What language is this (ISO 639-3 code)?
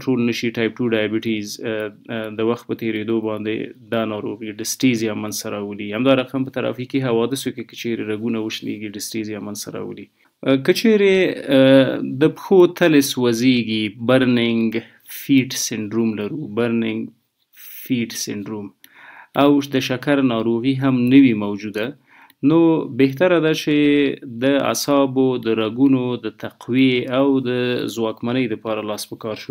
pus